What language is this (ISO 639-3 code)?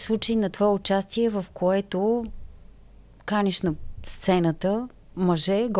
bul